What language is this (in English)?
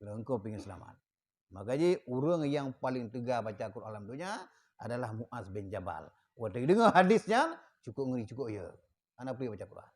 Achinese